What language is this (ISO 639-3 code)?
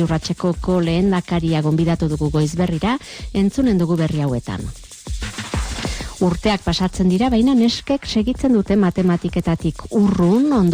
eus